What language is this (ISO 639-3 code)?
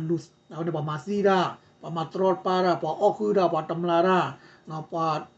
ksw